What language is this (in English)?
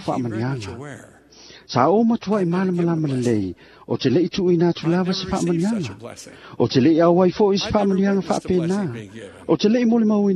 Samoan